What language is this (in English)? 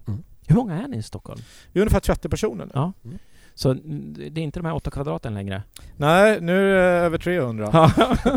Swedish